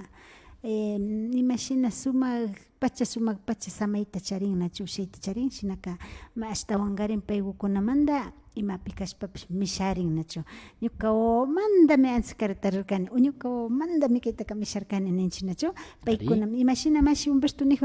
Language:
Imbabura Highland Quichua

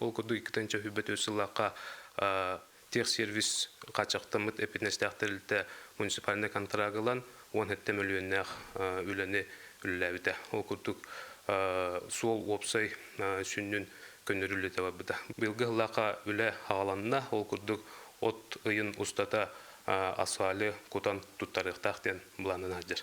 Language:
Yakut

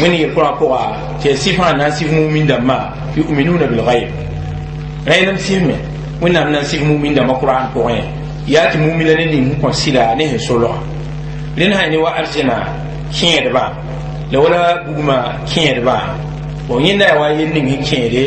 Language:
Mossi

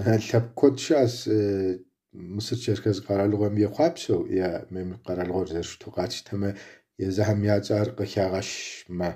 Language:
Kabardian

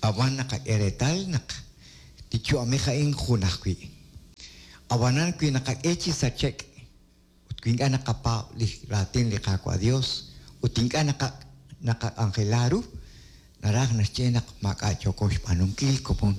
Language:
Kekchí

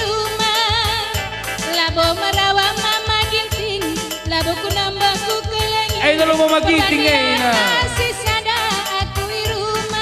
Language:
Batak Karo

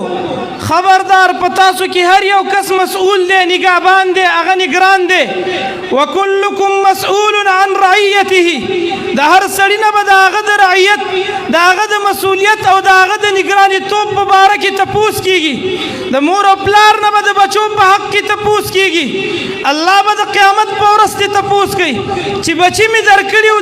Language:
Pashto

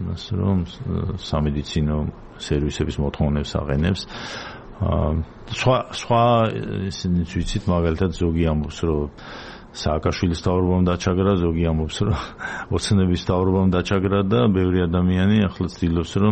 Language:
Georgian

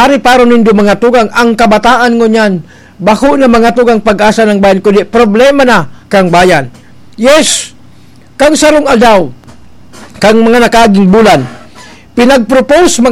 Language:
Bikol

